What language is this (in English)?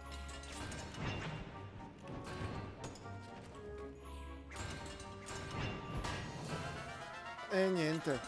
Italian